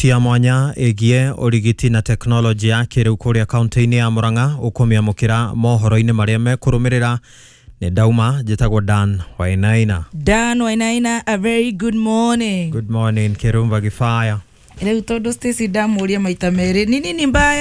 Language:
Kikuyu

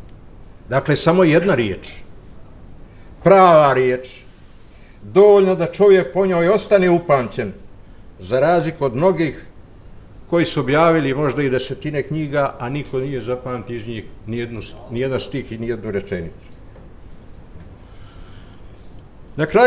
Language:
Bosnian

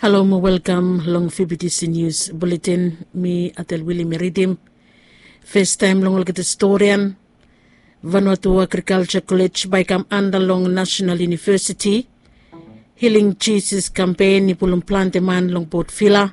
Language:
Bislama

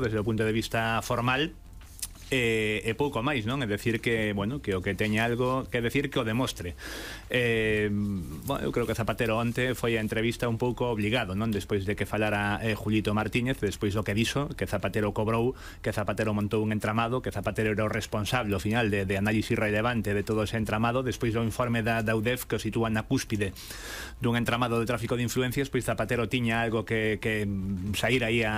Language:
Galician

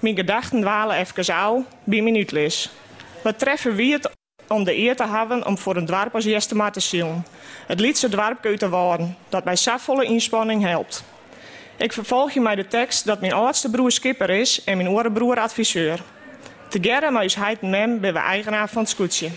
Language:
Western Frisian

